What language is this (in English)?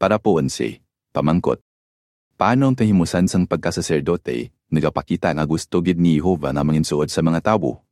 Hiligaynon